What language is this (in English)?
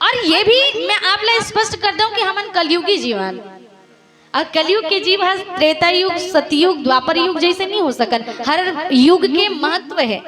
Chhattisgarhi